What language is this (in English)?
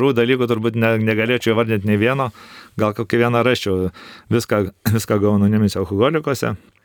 Lithuanian